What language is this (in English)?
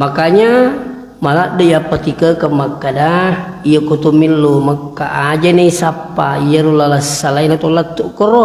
Buginese